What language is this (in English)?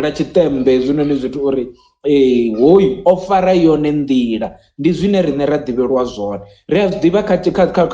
Venda